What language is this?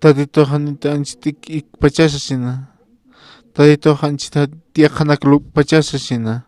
Aymara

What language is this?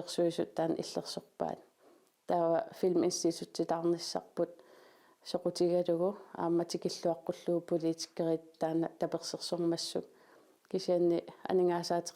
Kalaallisut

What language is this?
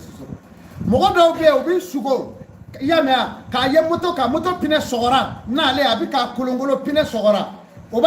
Bambara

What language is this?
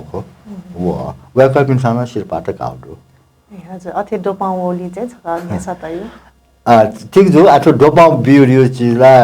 Newari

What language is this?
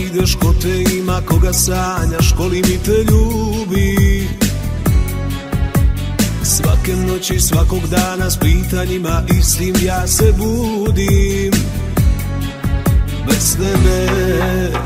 Serbian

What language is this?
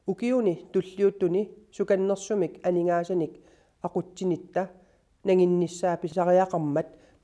Kalaallisut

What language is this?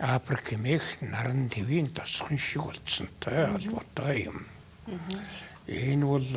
Mongolian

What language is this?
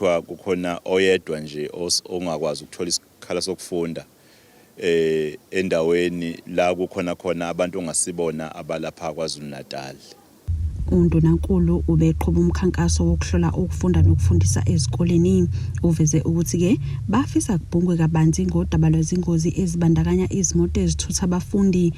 Zulu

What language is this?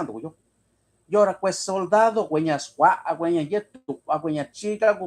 Mixtepec Mixtec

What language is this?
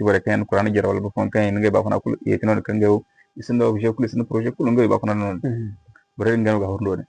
Zarma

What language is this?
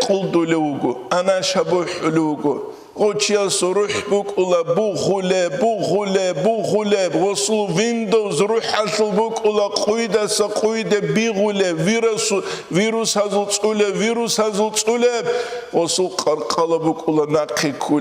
Avaric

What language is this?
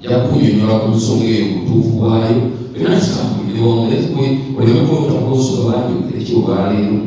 Ganda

